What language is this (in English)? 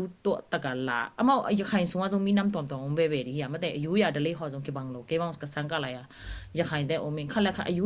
Tedim Chin